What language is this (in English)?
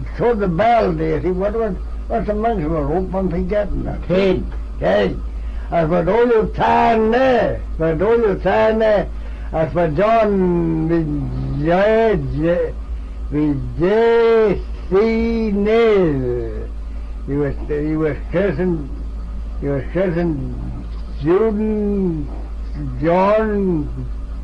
Manx